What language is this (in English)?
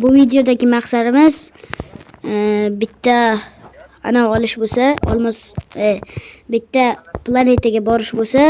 Uzbek